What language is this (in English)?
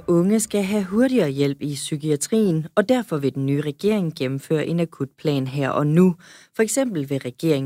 Danish